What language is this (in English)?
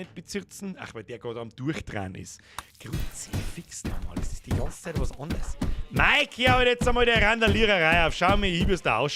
Bavarian